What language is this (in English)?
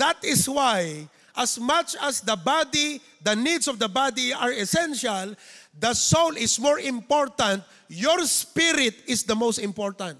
Iloko